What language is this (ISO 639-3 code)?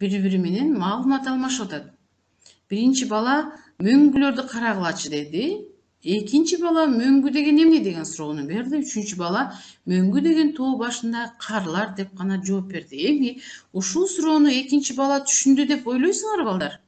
kir